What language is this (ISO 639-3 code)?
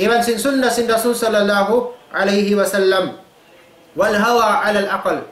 tsg